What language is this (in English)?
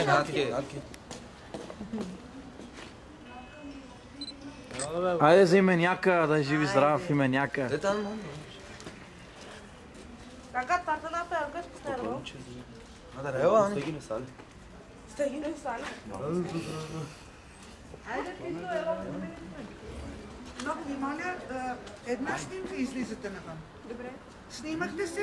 Bulgarian